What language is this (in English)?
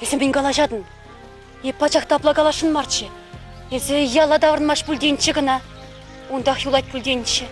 Chuvash